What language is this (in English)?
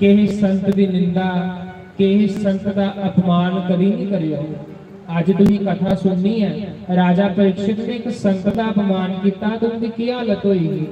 Dogri